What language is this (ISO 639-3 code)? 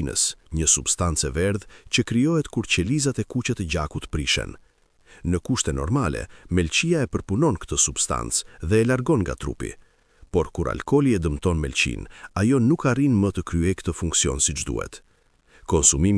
sqi